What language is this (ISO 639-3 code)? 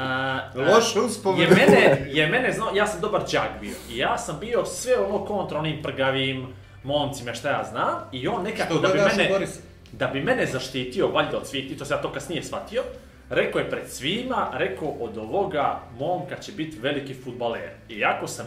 bos